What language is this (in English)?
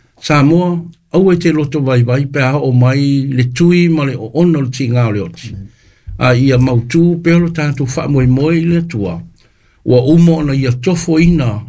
Samoan